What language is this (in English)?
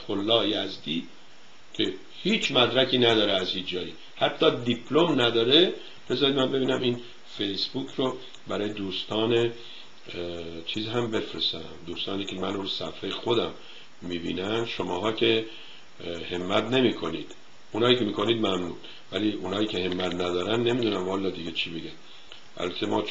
Persian